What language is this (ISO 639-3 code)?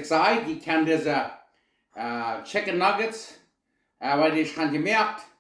pdt